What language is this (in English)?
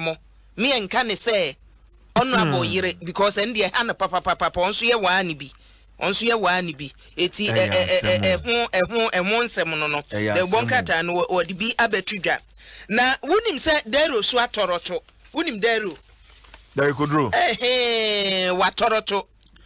Akan